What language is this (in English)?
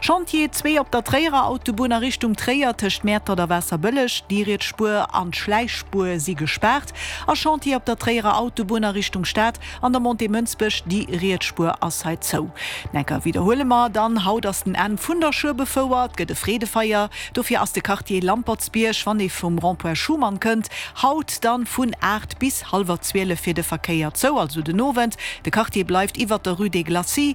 Luxembourgish